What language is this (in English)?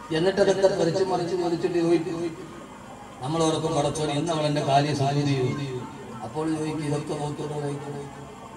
Malayalam